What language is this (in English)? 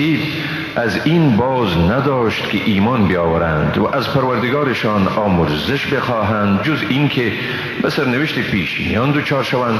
Persian